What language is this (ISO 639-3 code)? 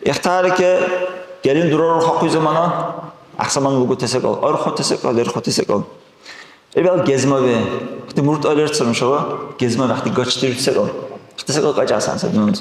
dar